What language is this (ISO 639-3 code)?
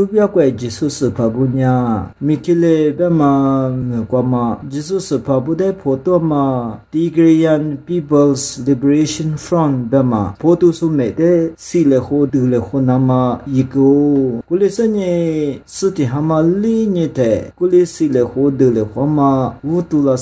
lis